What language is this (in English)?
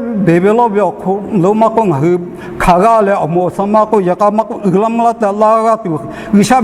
Lahu